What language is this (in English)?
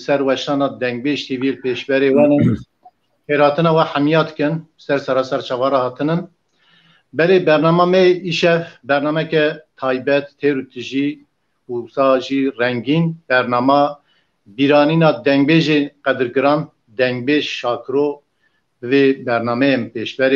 Kurdish